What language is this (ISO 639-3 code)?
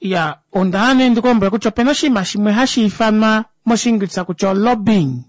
kua